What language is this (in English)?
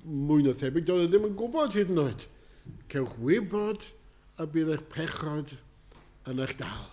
Welsh